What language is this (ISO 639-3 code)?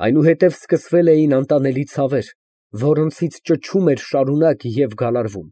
hye